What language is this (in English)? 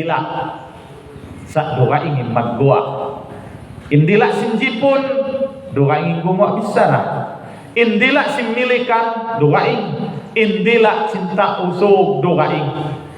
Tausug